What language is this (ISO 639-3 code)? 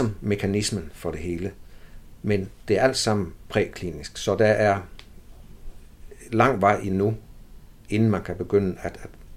dan